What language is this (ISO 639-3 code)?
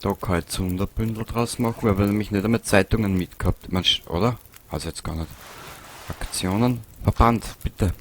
bar